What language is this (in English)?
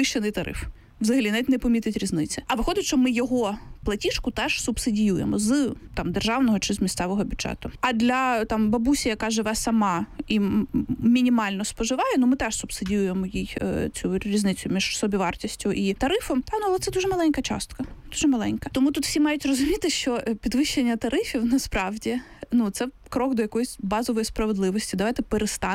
Ukrainian